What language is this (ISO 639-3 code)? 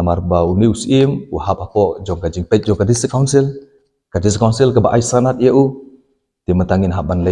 kha